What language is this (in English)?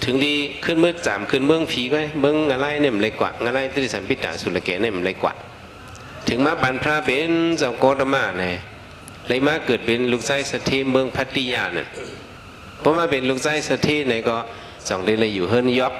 Shan